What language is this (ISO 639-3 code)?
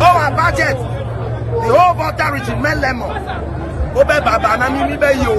ewe